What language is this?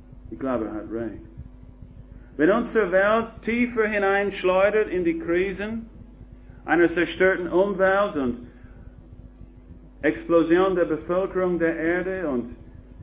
German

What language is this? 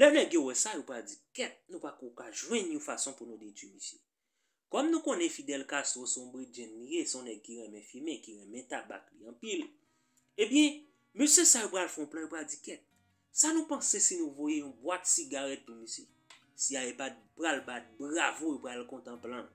Haitian Creole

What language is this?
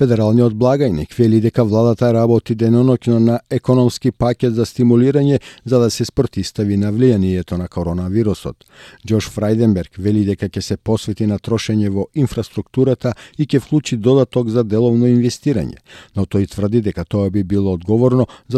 Macedonian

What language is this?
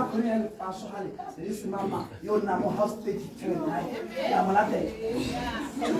Tswana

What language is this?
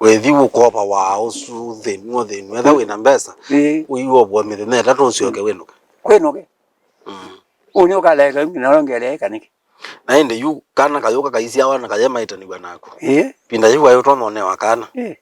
Kamba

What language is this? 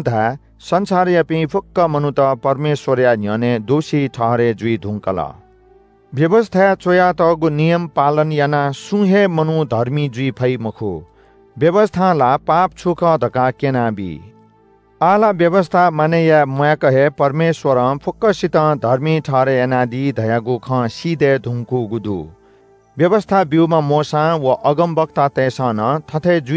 Newari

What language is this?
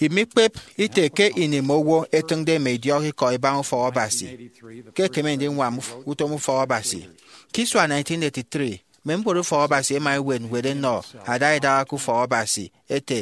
Efik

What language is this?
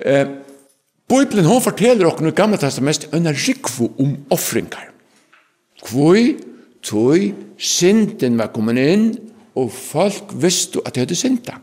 Faroese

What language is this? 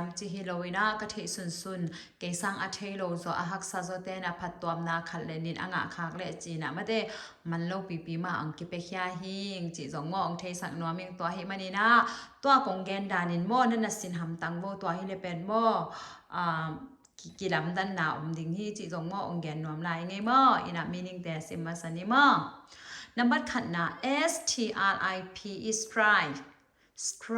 Tedim Chin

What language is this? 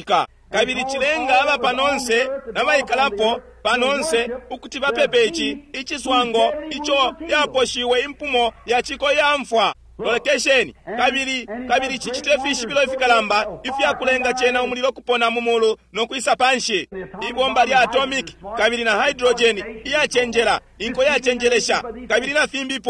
Bemba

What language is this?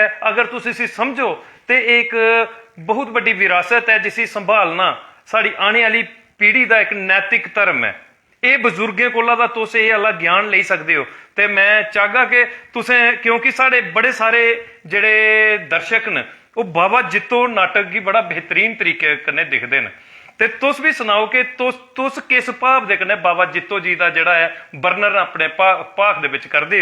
Dogri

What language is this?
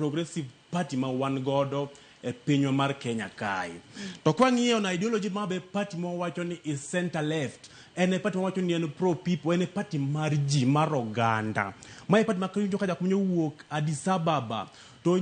Luo (Kenya and Tanzania)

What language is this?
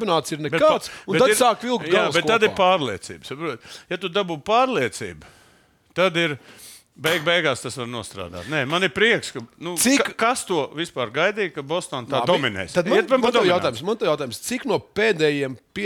Latvian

